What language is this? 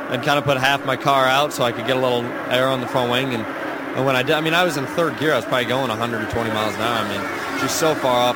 English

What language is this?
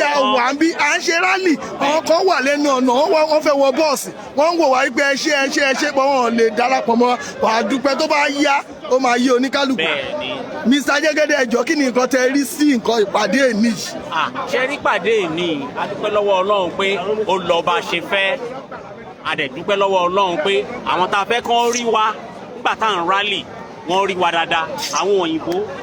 Yoruba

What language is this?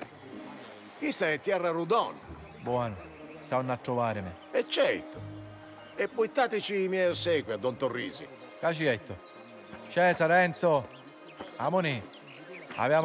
Sicilian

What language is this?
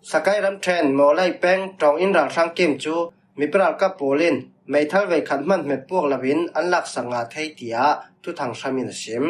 Falam Chin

